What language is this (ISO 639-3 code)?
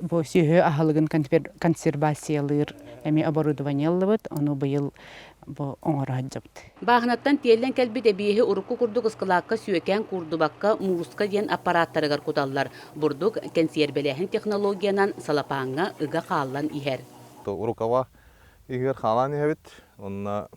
sah